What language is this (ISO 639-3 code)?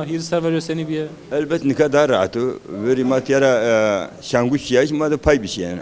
zza